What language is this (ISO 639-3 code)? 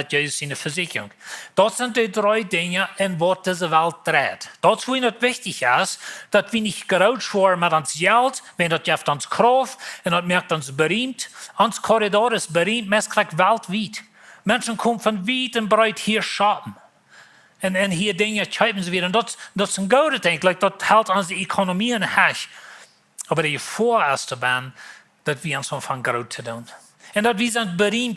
pdt